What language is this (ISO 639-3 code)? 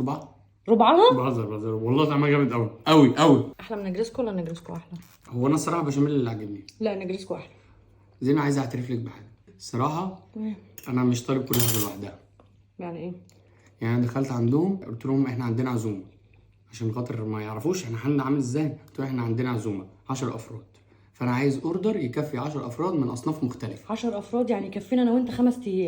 arz